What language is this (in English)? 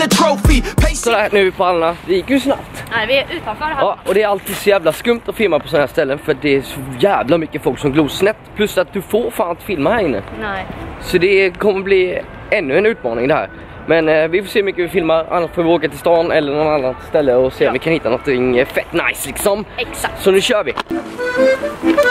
Swedish